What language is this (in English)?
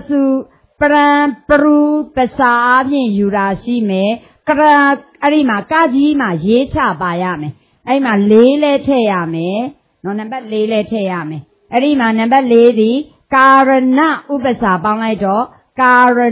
Burmese